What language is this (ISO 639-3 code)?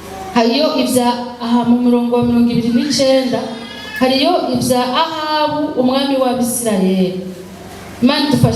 run